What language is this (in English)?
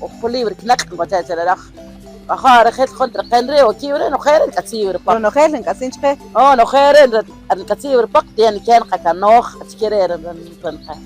Kaqchikel